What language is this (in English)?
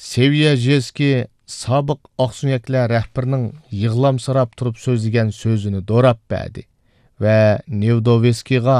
Uyghur